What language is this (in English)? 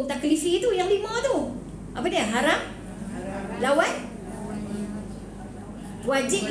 Malay